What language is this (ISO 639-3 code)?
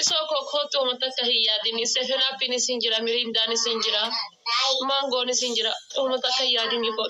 orm